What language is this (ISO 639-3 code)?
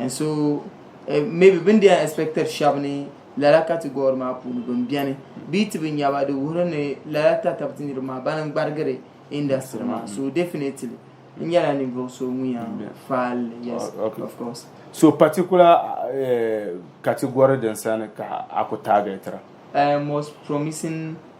dag